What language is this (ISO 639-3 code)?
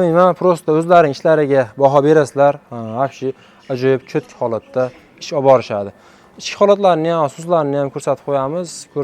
uzb